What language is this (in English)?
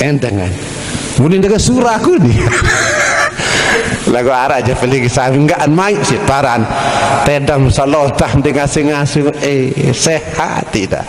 Sasak